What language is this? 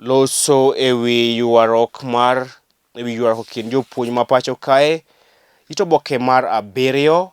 Luo (Kenya and Tanzania)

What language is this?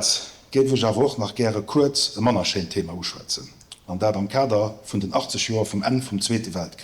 Luxembourgish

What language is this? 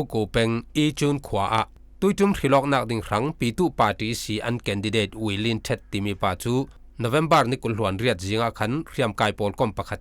Falam Chin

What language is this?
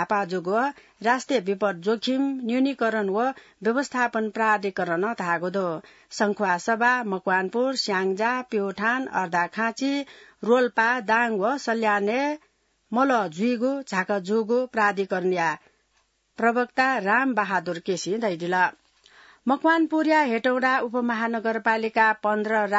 Newari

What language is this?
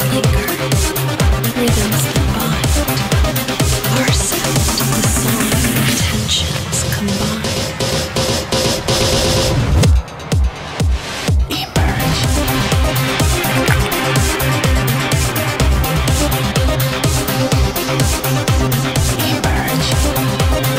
Croatian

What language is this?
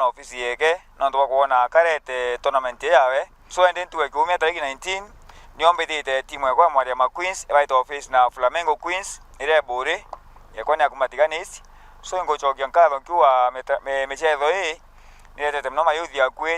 Meru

